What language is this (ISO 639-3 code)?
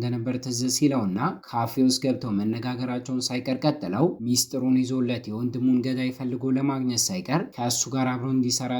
amh